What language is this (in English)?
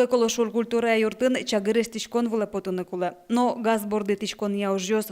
Udmurt